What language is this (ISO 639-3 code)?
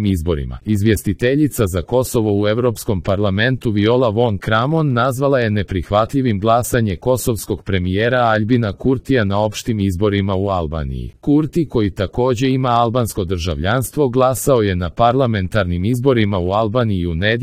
srp